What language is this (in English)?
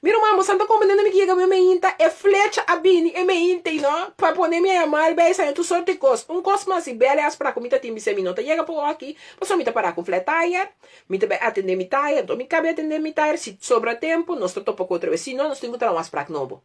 Papiamento